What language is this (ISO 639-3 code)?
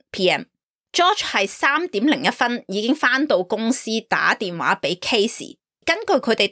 yue